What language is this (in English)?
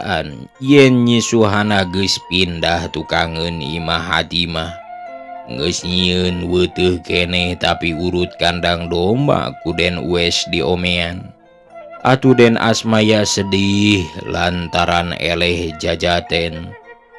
Sundanese